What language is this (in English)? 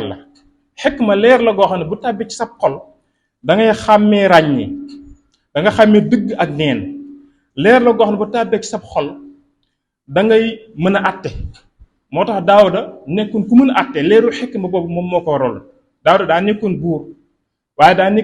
Wolof